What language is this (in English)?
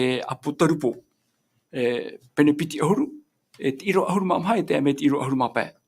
Tahitian